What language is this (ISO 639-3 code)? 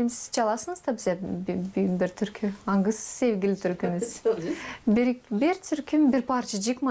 gag